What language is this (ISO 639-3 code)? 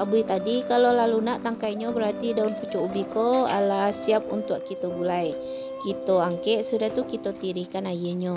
min